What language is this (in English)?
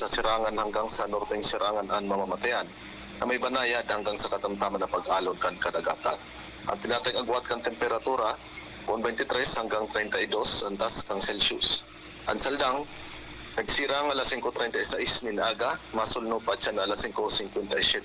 Bikol